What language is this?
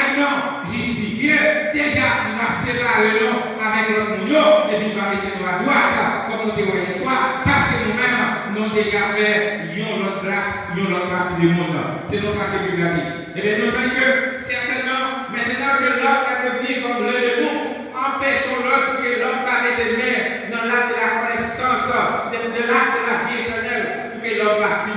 Haitian Creole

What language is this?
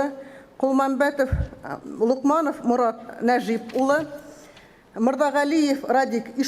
Bashkir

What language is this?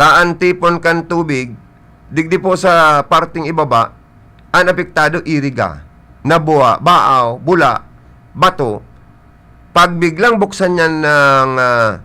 Bikol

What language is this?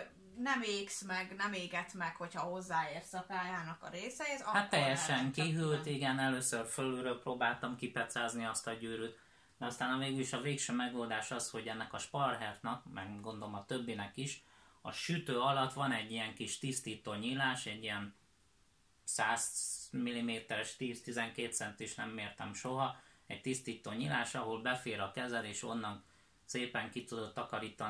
Hungarian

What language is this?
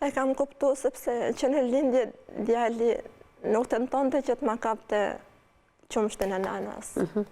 Albanian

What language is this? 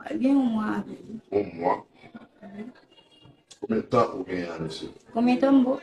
Haitian Creole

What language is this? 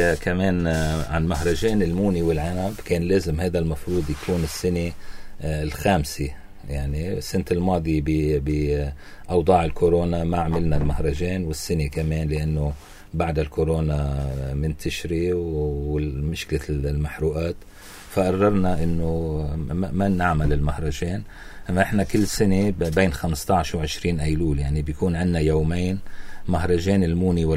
North Levantine Arabic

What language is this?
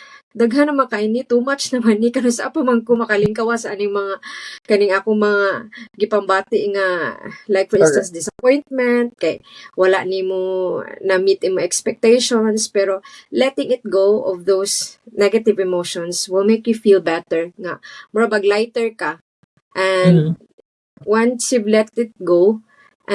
Cebuano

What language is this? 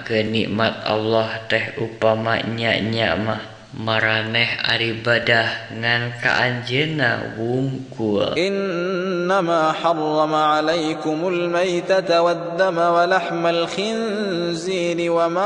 Sundanese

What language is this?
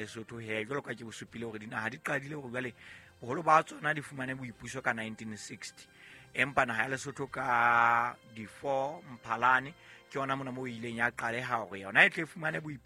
Southern Sotho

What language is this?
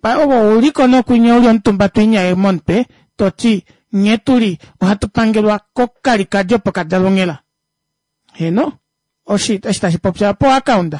Kuanyama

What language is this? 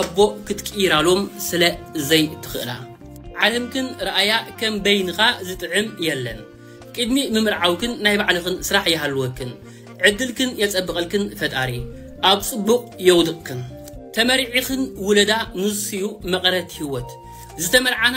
Tigrinya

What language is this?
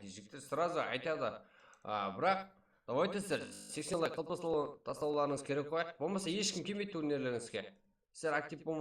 Kara-Kalpak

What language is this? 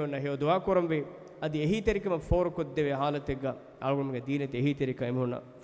Divehi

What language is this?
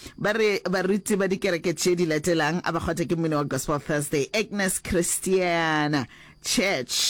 Northern Sotho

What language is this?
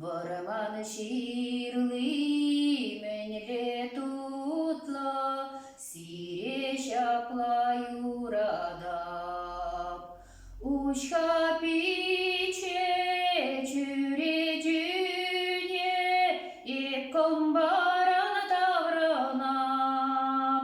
Chuvash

